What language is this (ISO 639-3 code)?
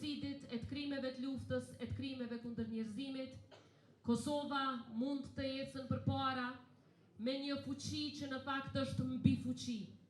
sqi